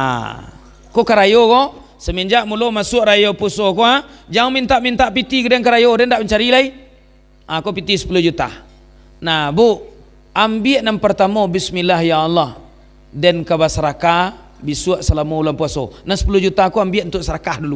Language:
Minangkabau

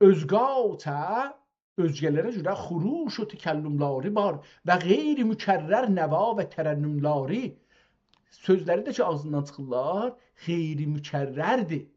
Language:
South Azerbaijani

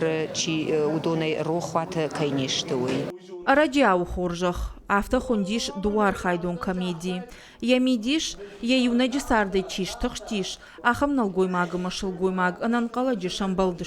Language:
Ossetic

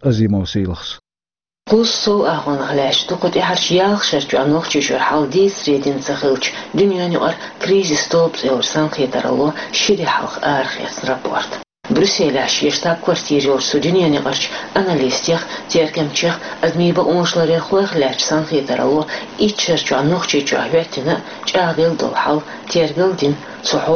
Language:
Chechen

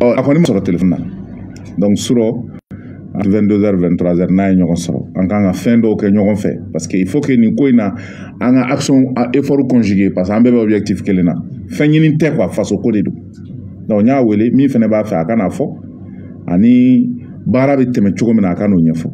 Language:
Bambara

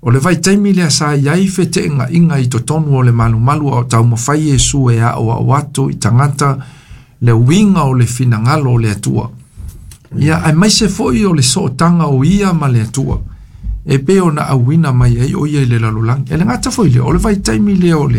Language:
Samoan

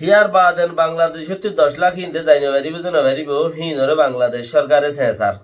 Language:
Rohingya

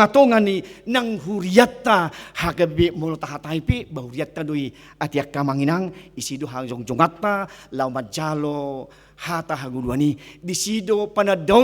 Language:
Batak Toba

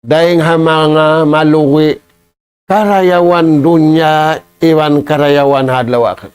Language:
Tausug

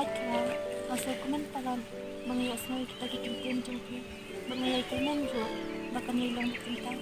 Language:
Khasi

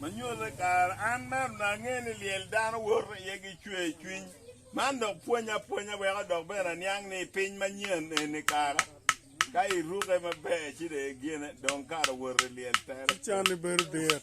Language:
Acoli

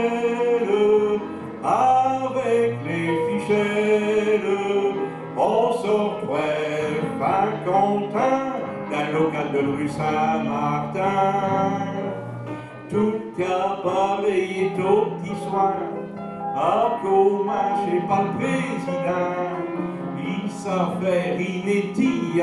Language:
Picard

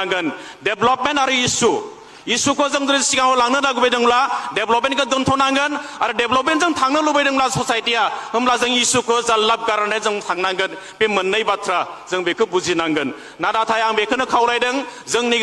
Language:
Bodo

